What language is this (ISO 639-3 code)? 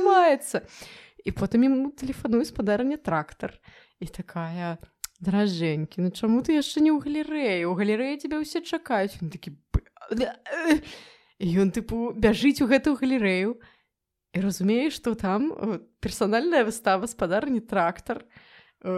bel